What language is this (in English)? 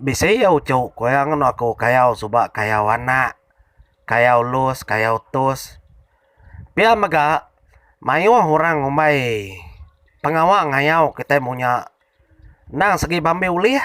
Iban